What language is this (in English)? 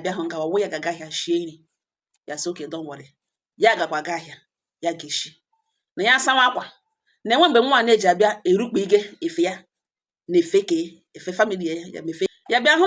Igbo